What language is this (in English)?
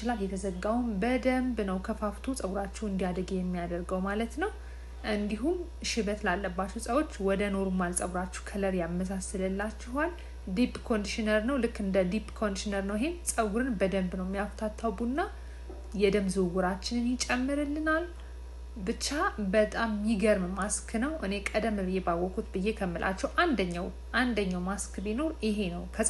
Amharic